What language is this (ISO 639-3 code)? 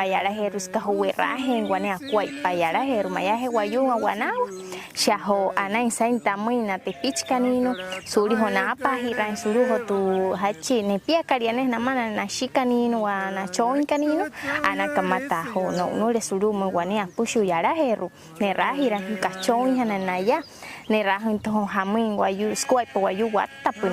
guc